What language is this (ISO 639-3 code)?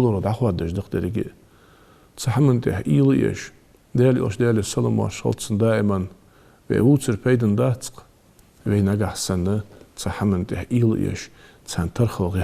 inh